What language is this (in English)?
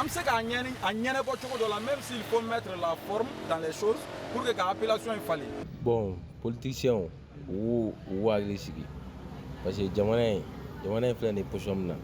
Bambara